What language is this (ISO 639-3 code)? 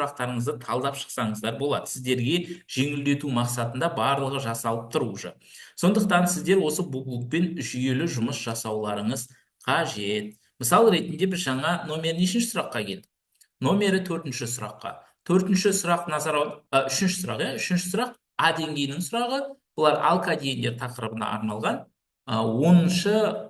kaz